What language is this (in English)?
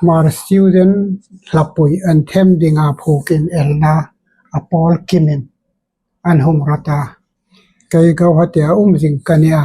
Hmar